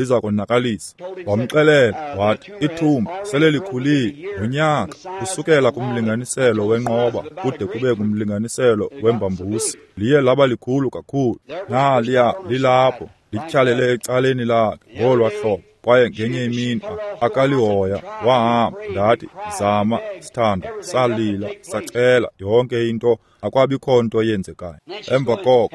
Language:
Xhosa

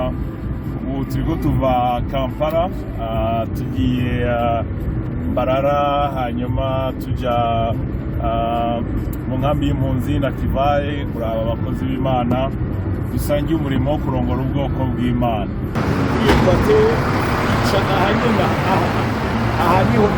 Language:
Rundi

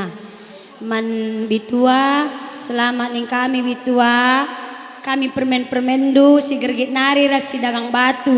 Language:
Batak Karo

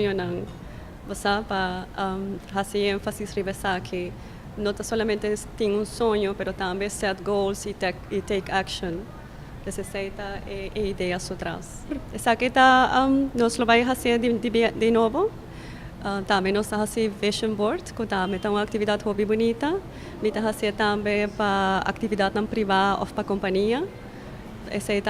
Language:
Papiamento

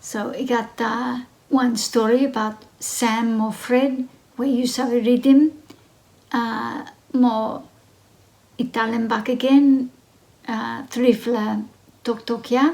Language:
Bislama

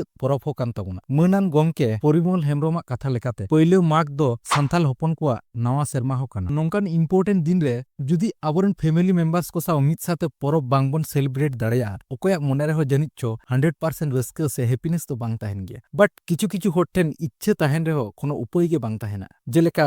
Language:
Santali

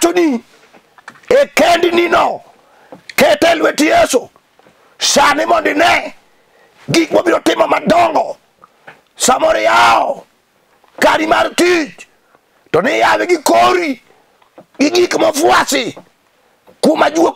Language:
Luo (Kenya and Tanzania)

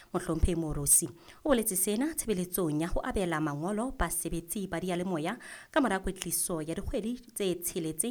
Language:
Southern Sotho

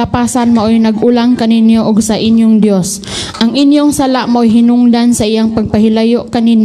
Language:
Cebuano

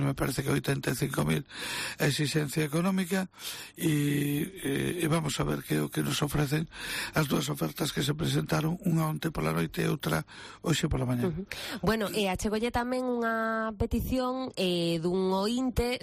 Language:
Galician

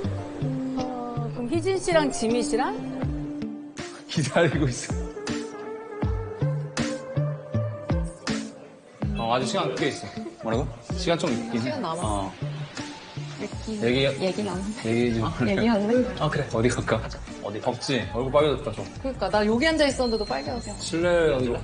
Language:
Korean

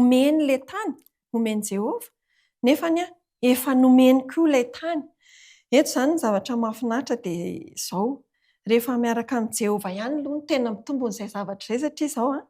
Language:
Malagasy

